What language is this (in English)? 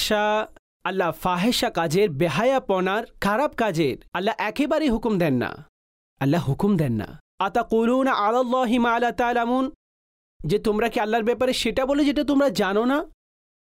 Bangla